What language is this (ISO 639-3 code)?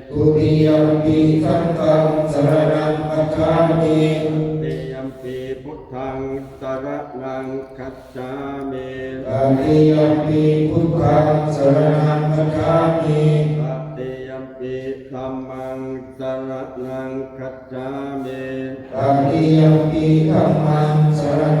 pli